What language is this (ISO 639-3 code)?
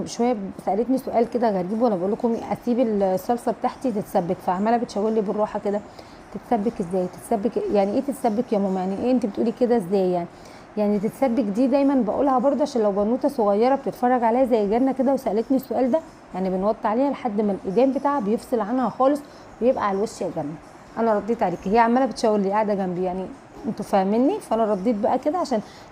arz